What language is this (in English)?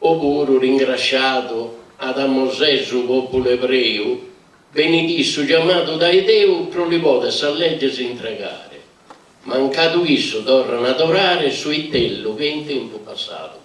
Sardinian